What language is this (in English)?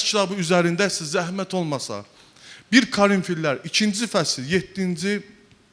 Azerbaijani